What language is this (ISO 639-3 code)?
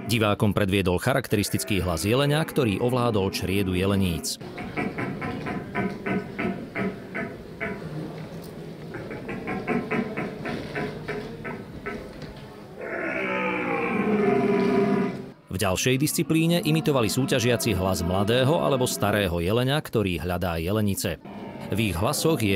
slk